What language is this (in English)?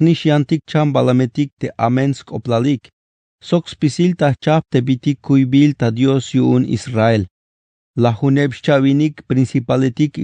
Tzeltal